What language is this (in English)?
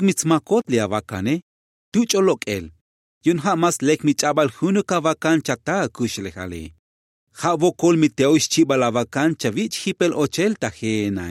Tzotzil